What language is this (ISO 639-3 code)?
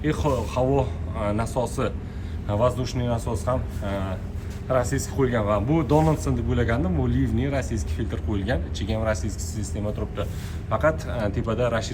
uzb